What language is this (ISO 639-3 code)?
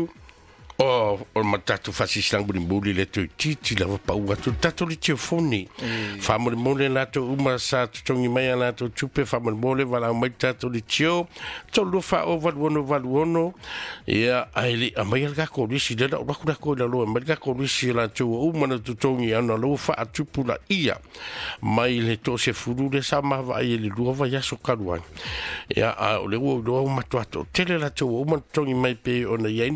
smo